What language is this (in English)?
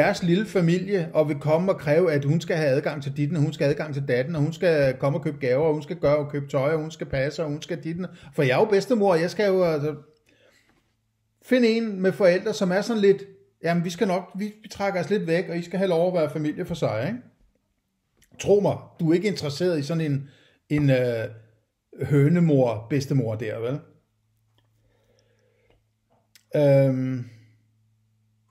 Danish